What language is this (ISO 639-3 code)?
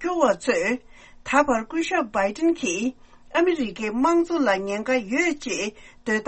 bod